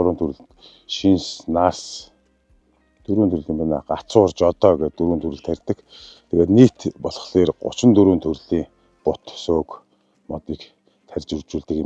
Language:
Mongolian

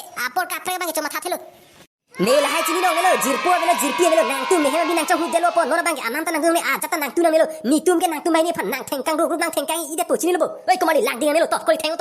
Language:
Karbi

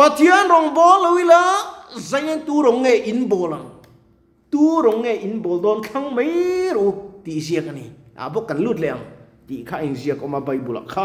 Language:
Mizo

